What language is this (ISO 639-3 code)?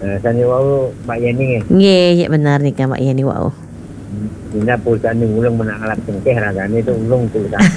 ban